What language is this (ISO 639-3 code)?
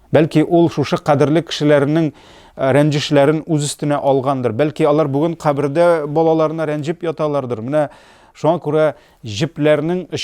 tat